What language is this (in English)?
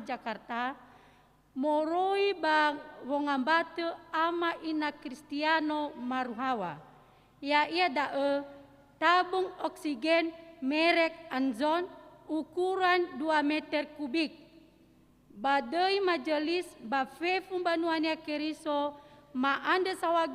Nias